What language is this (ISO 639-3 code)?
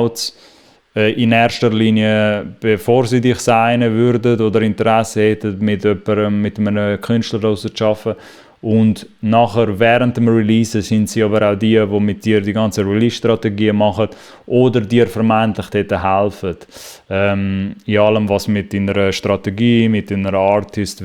gsw